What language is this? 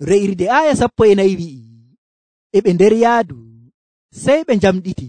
Nigerian Fulfulde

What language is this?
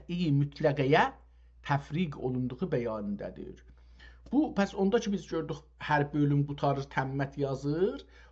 South Azerbaijani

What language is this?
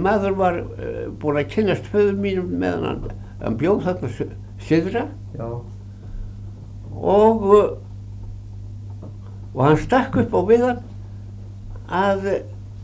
Icelandic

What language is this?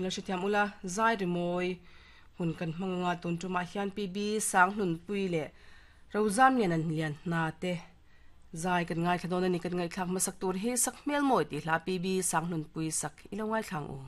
Mizo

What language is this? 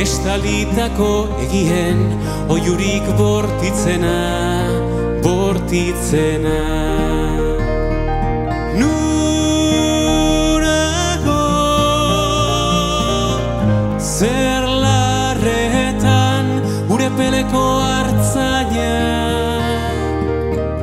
Basque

